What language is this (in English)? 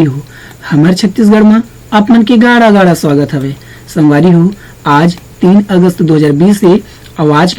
Chhattisgarhi